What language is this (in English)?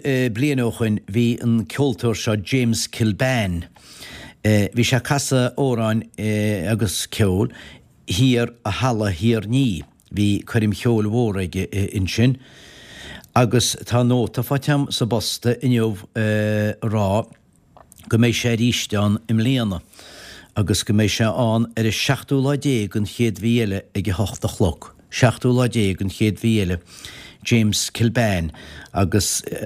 Irish